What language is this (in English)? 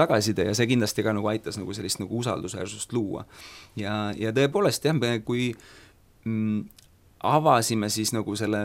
Estonian